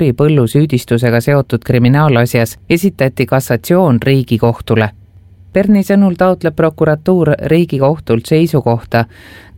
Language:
Estonian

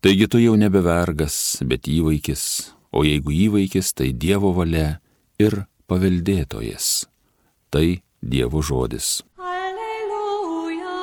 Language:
Lithuanian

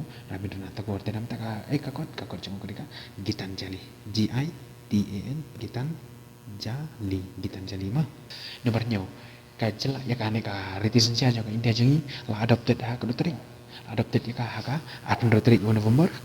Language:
Khasi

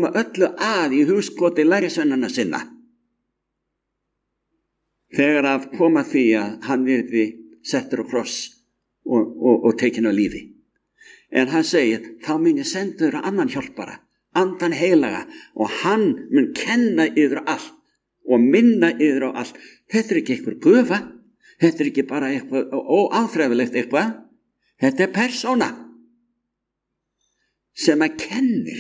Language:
Icelandic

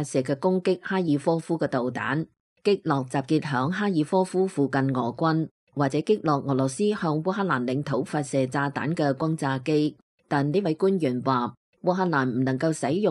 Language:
Cantonese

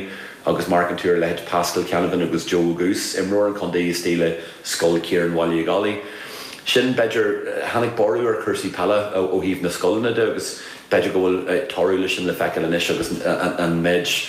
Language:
Irish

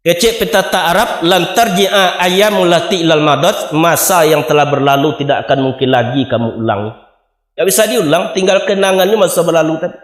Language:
Minangkabau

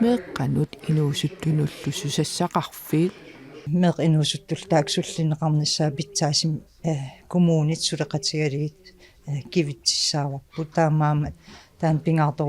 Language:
Kalaallisut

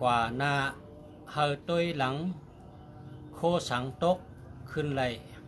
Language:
Shan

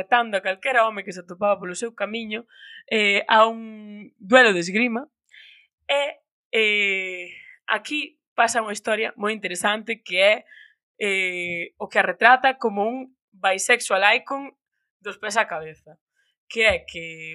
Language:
Galician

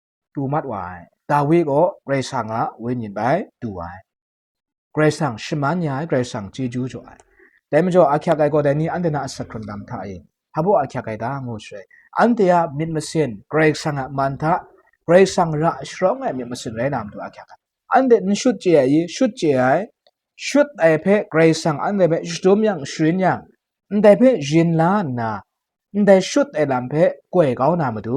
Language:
Kachin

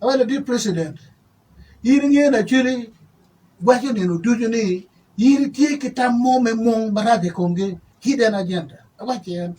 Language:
Acoli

